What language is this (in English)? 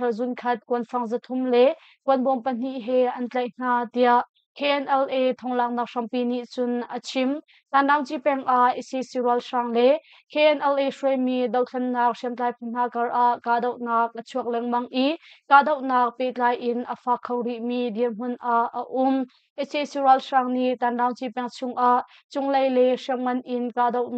Hakha Chin